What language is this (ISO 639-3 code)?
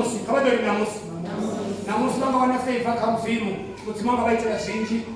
ven